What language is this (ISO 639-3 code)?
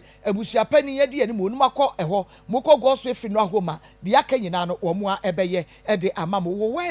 aka